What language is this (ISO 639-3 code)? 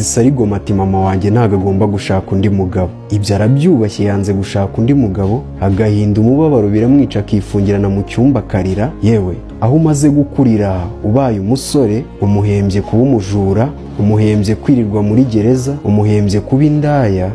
kin